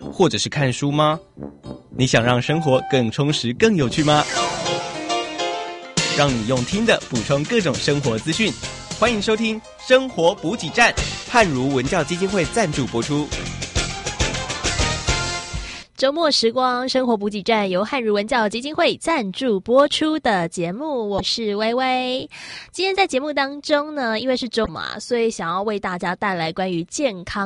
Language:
Chinese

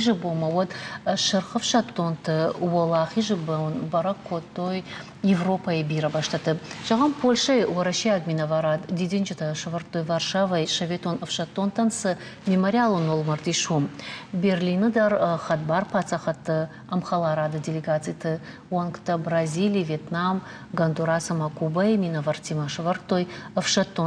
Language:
Ossetic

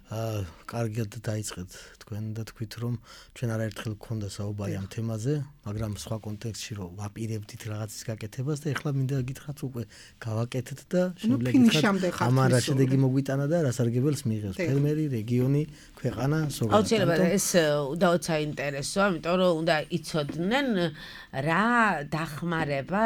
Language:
Georgian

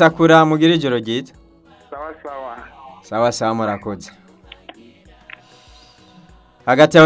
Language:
Rundi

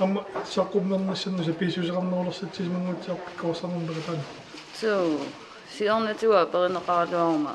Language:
Kalaallisut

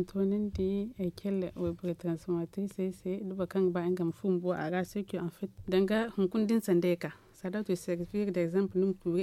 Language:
Zarma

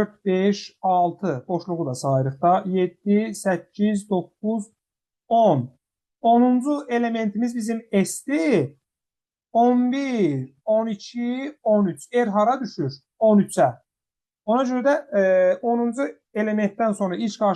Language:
Azerbaijani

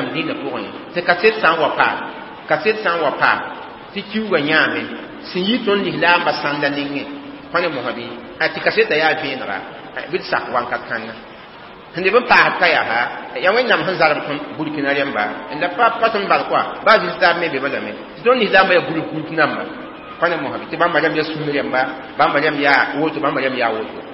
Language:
Mossi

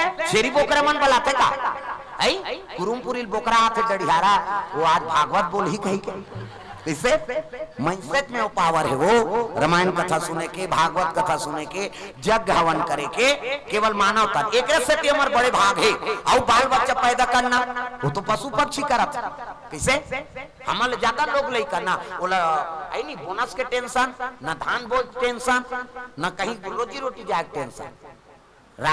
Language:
Chhattisgarhi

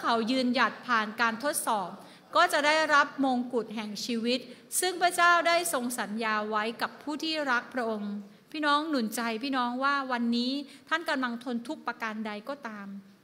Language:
Thai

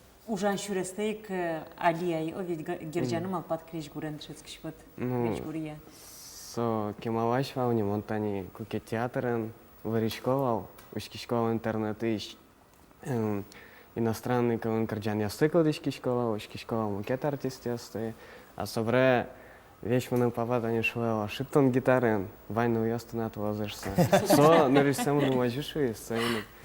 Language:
Udmurt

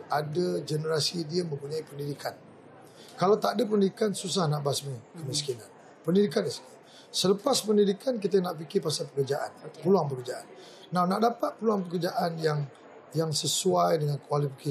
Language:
Malay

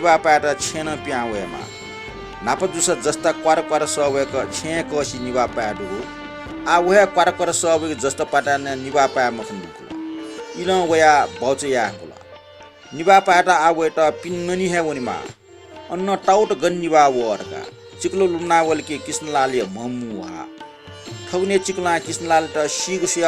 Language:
Newari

